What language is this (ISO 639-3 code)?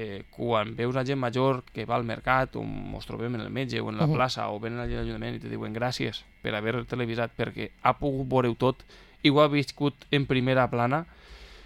cat